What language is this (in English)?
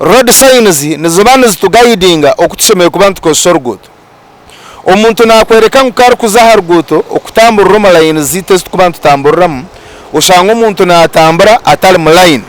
Nyankole